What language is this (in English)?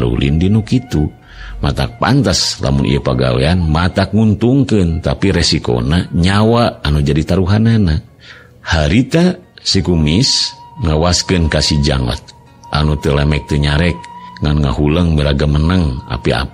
Sundanese